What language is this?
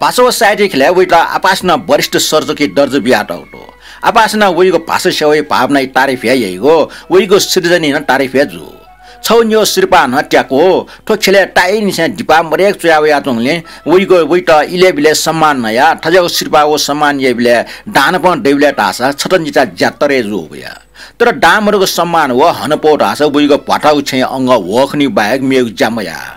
Newari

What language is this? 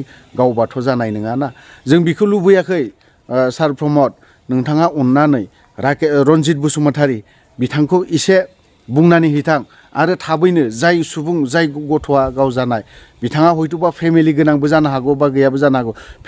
Bodo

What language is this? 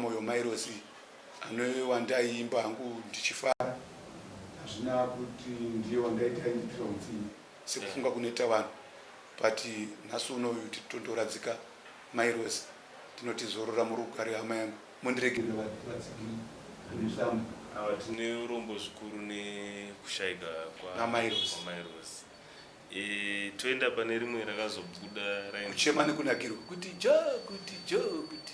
Shona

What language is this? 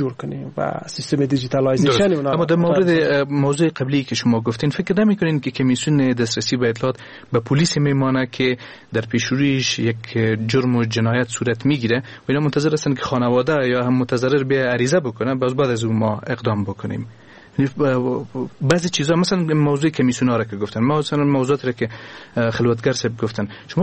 Persian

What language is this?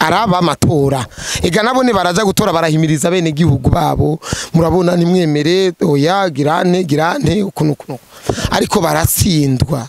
Rundi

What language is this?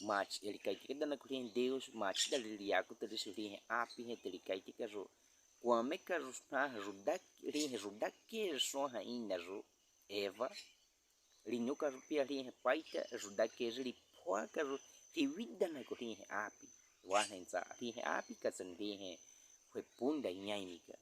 Baniwa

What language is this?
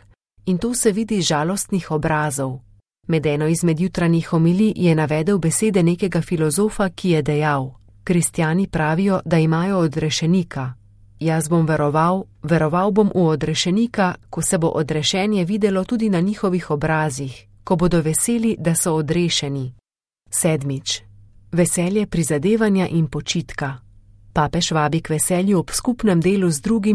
Slovenian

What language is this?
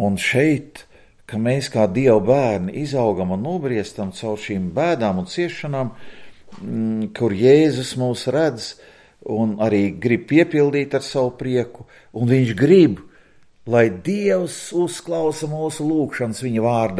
Latvian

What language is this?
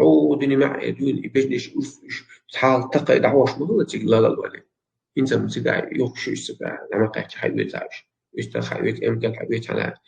Chechen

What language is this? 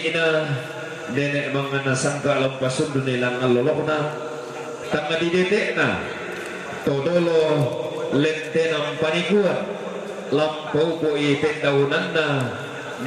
Toraja-Sa'dan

